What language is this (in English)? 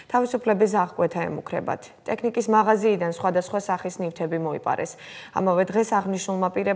Georgian